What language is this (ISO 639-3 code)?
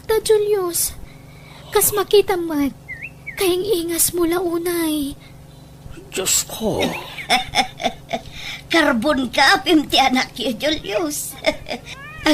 ilo